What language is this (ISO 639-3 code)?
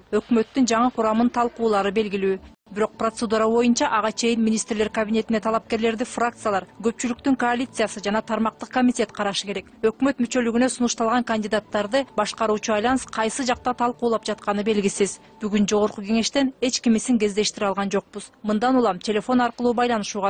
kir